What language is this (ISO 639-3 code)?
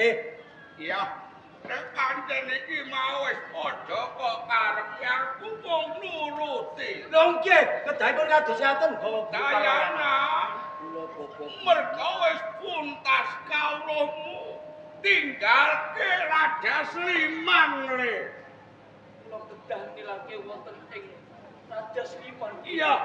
jav